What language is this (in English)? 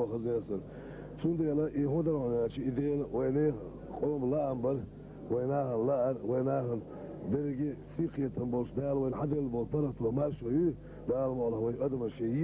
Chechen